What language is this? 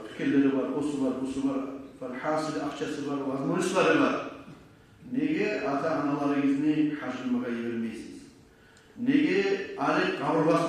Kumyk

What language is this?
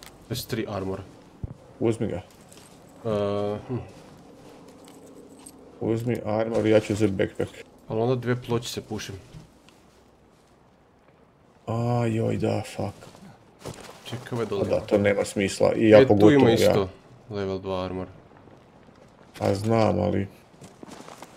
Croatian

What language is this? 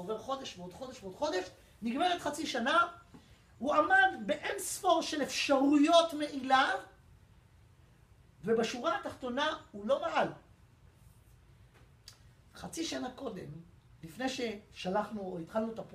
Hebrew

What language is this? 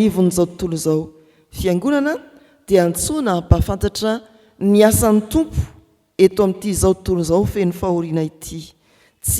Malagasy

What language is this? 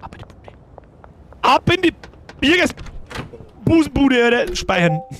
Bavarian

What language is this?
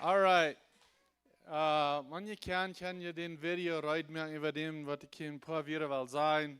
Plautdietsch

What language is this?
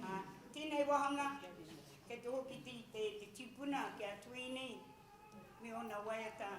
Māori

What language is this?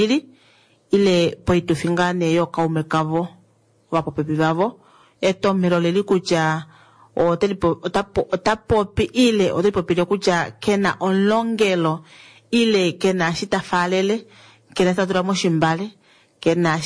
Kuanyama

